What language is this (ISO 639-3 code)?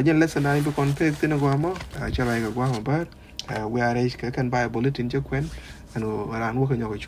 nus